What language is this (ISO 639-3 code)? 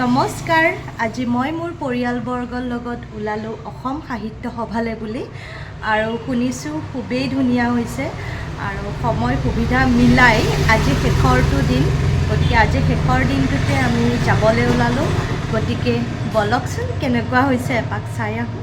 asm